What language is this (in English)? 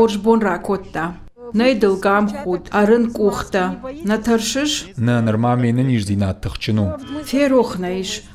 Ossetic